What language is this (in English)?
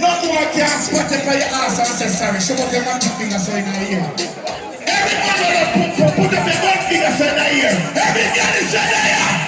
Jamaican Creole English